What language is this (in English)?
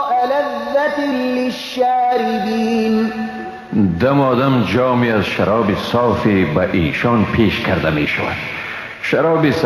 Persian